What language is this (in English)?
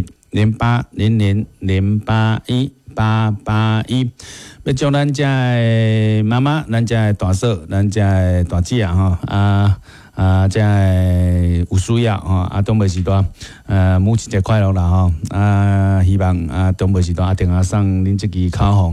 Min Nan Chinese